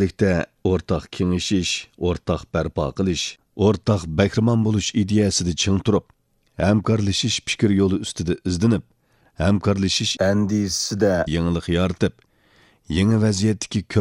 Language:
Uyghur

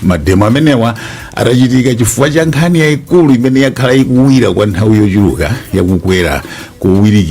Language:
Nyanja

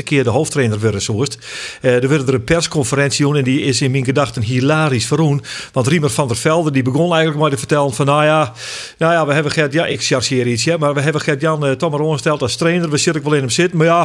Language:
Western Frisian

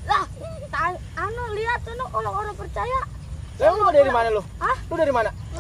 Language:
Betawi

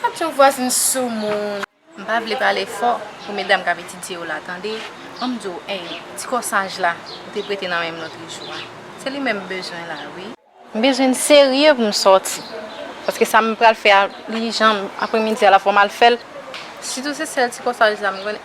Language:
Haitian Creole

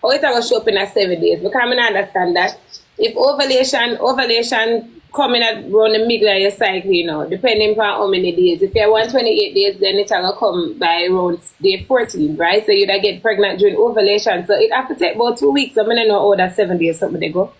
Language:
Jamaican Creole English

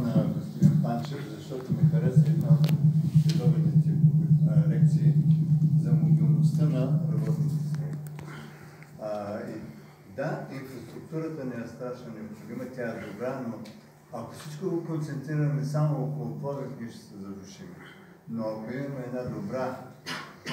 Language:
Bulgarian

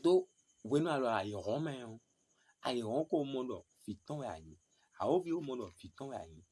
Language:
Fon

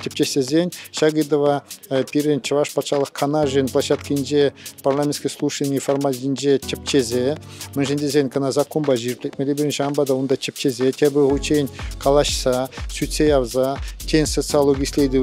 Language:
Chuvash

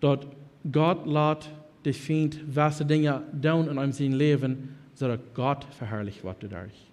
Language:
Plautdietsch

